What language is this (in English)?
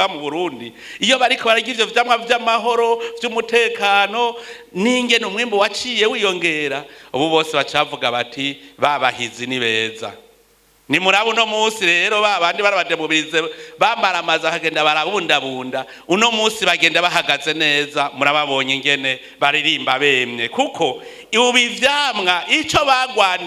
Rundi